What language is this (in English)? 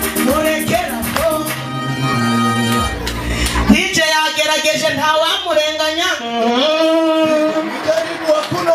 Kinyarwanda